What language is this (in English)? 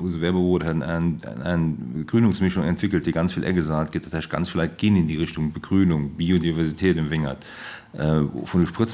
Luxembourgish